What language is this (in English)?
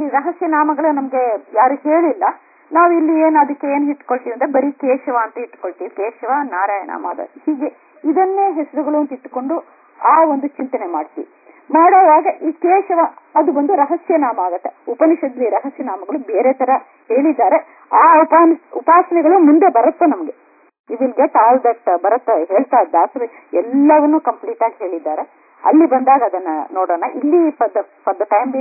Kannada